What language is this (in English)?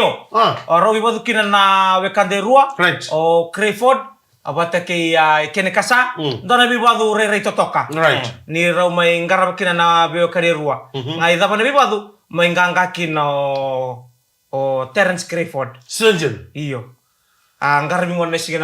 Fijian